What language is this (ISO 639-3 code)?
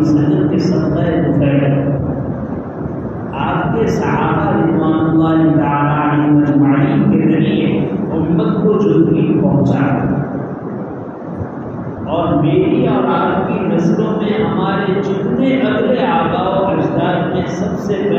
urd